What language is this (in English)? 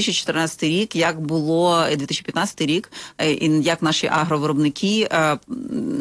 Ukrainian